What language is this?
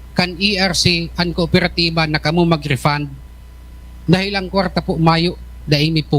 Bikol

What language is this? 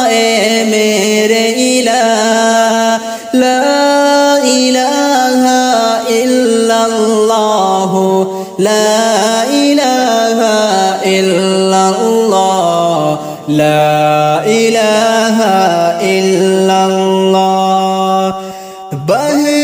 Urdu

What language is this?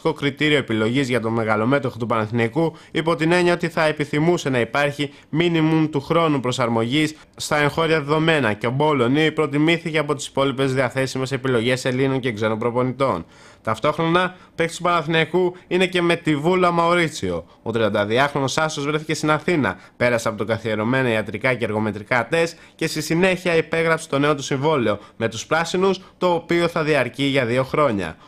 Greek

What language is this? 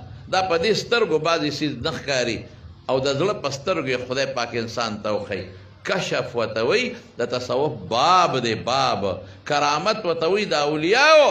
Pashto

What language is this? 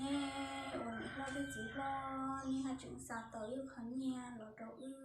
Hmong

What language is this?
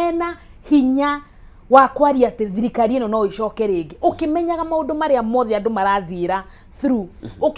Kikuyu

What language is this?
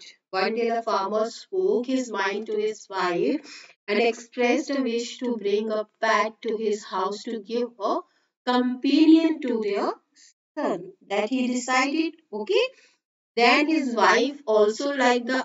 English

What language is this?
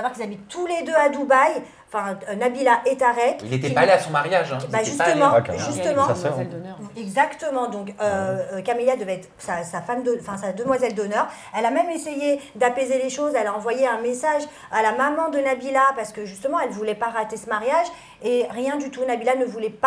French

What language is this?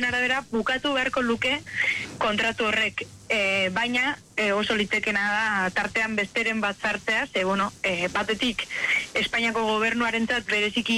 Basque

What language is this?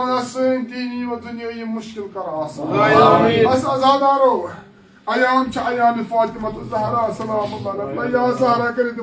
Kashmiri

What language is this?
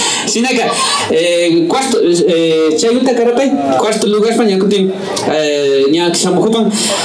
Imbabura Highland Quichua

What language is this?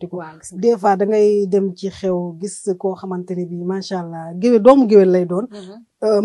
Wolof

